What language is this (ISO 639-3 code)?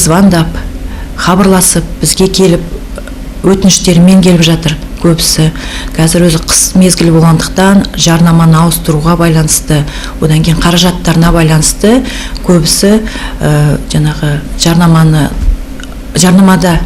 kaz